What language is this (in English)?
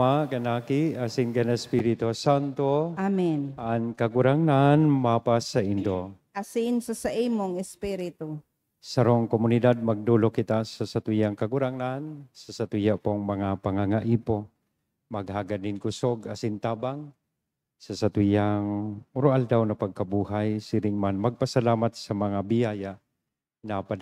Bikol